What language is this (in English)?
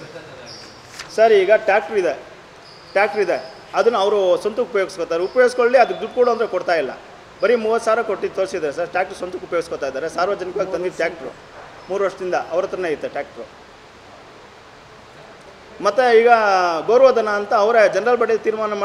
Kannada